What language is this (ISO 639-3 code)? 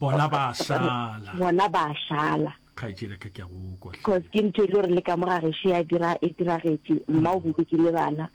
nso